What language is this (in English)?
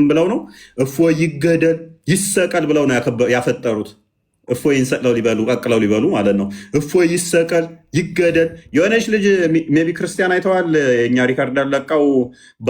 Amharic